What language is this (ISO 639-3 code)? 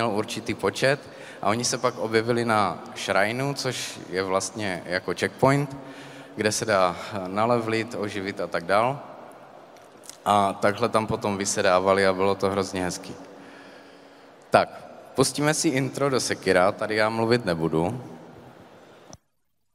ces